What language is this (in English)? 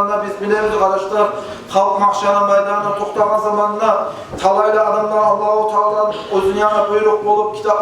Kumyk